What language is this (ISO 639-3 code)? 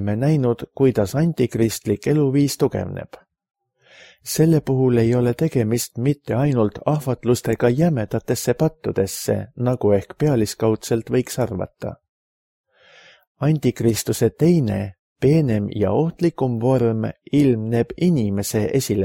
est